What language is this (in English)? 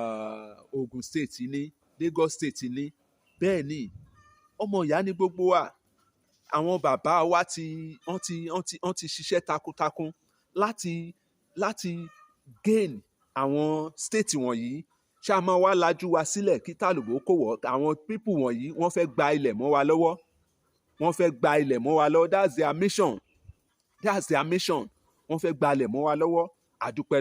Yoruba